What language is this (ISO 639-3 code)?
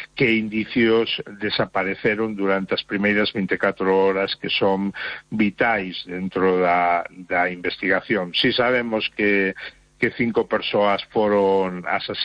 glg